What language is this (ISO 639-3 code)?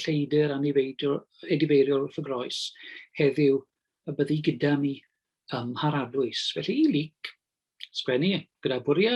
cym